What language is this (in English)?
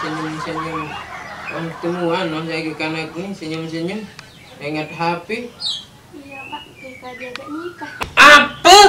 Sasak